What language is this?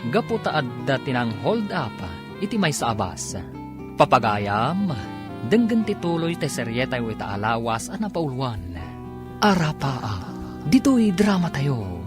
Iloko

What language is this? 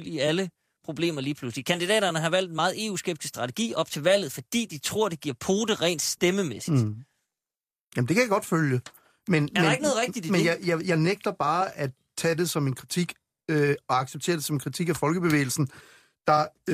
Danish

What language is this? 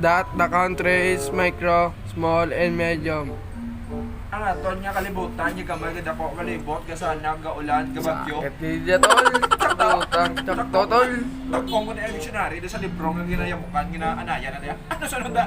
Hiligaynon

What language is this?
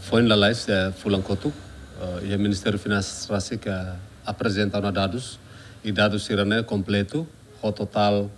Tetum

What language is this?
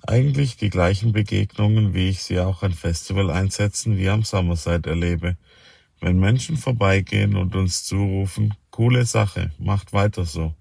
Swiss German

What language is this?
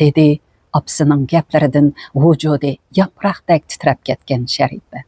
Uyghur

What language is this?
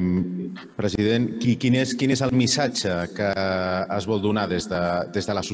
Catalan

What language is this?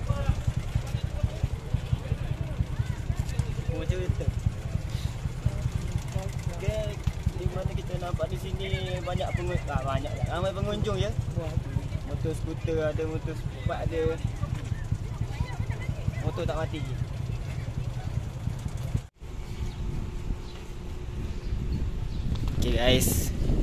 Malay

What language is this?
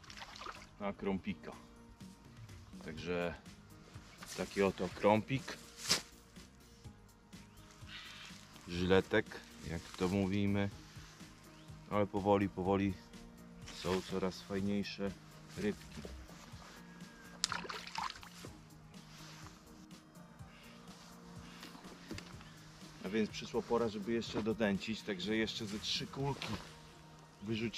Polish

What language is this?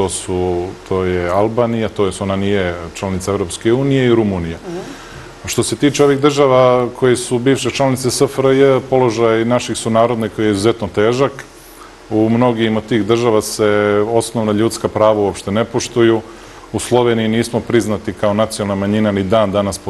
Serbian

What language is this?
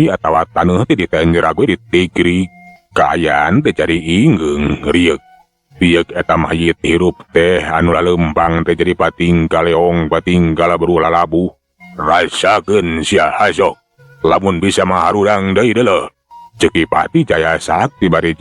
Sundanese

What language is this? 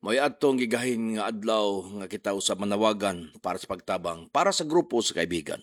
Cebuano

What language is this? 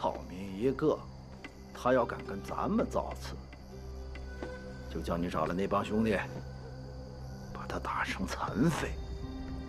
Chinese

